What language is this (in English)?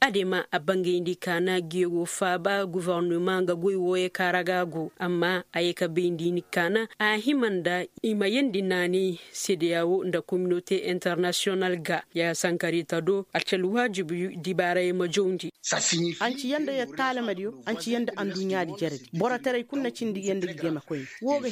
Koyraboro Senni